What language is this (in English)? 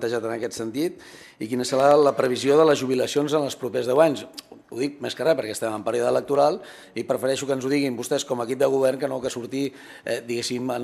Catalan